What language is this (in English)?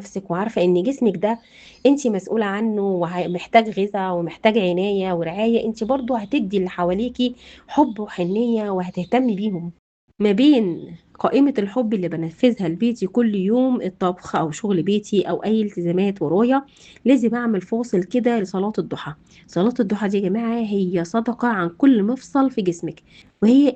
Egyptian Arabic